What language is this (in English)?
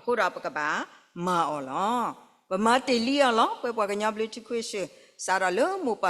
S'gaw Karen